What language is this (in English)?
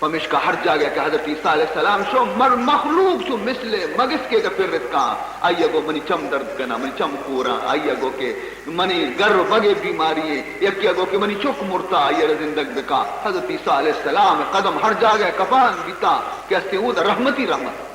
Baluchi